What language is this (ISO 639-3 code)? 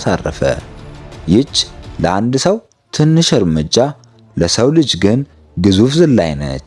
amh